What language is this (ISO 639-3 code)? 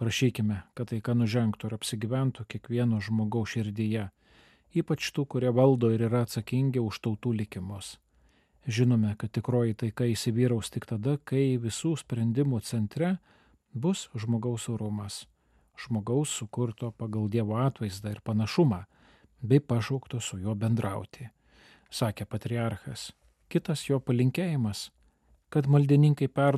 lit